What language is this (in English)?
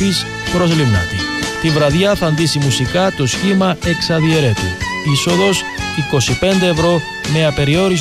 Greek